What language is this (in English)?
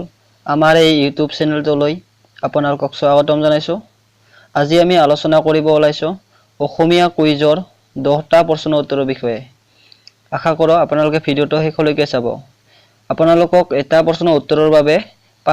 Assamese